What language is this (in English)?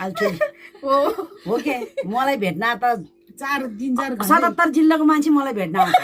Nepali